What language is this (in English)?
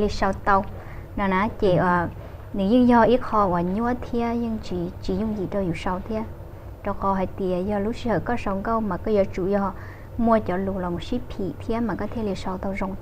Hmong